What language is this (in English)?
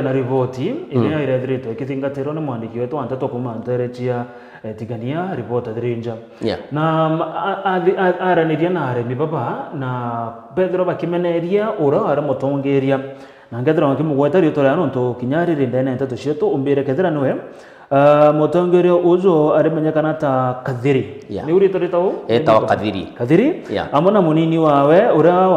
Meru